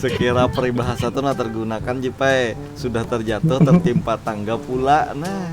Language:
Banjar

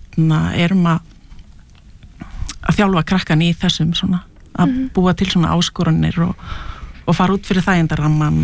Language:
Icelandic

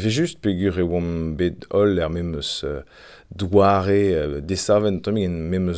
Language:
Breton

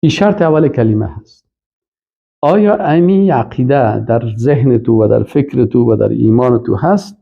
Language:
Persian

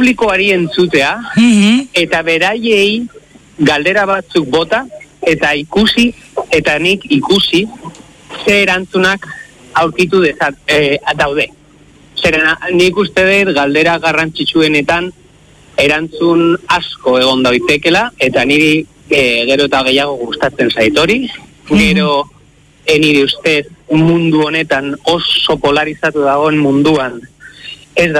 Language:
Basque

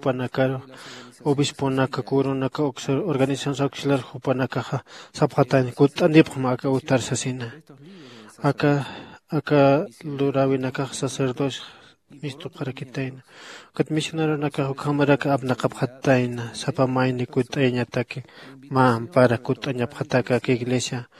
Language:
Aymara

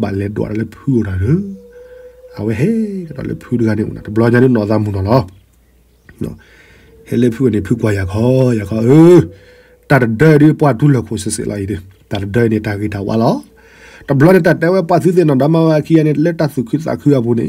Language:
S'gaw Karen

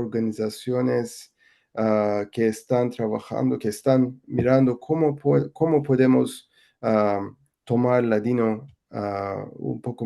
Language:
Ladino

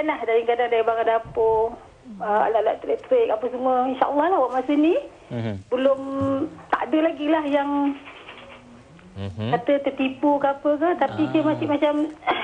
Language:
Malay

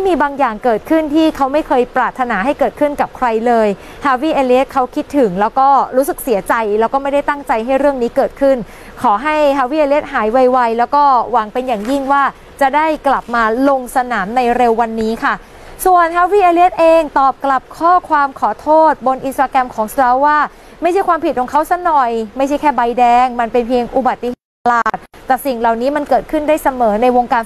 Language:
Thai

